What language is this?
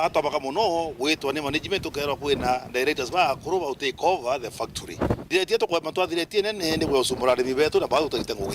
Meru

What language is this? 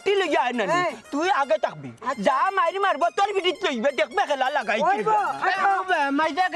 Sylheti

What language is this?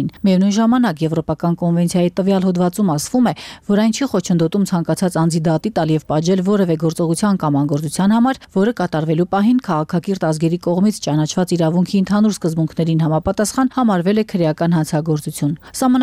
Armenian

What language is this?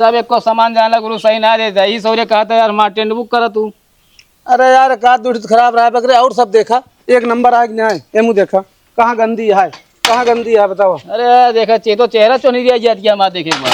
Awadhi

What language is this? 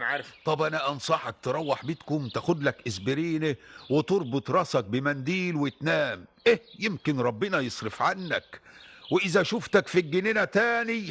Egyptian Arabic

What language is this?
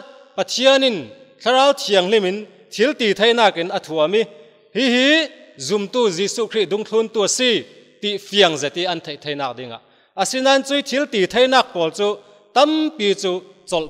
Falam Chin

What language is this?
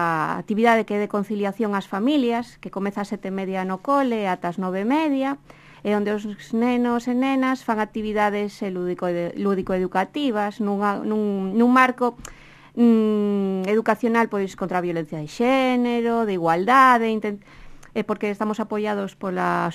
Galician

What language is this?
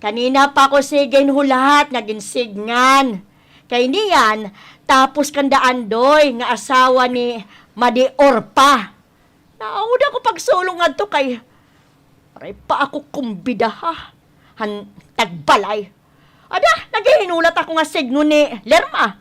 Waray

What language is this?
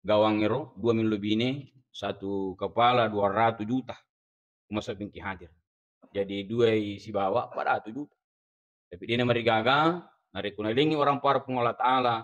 Buginese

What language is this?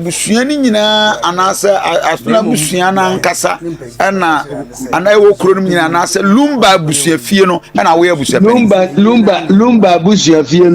Akan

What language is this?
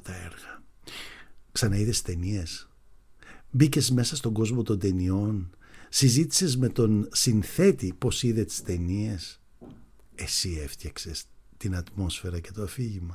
Greek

